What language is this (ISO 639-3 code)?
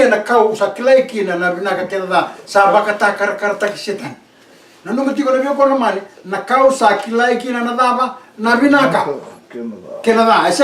fij